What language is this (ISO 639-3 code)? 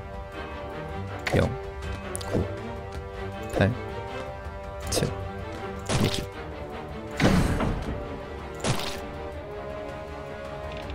kor